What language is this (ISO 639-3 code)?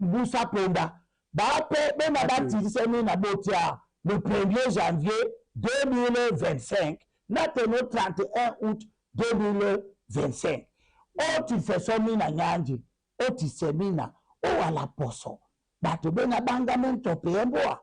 dua